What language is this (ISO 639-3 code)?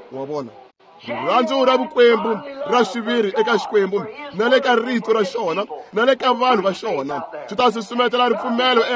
tso